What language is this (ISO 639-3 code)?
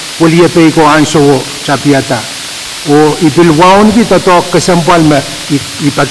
pon